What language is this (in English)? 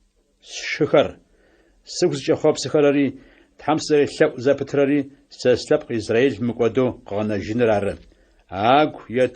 Adyghe